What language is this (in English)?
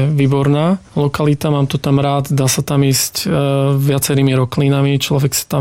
Slovak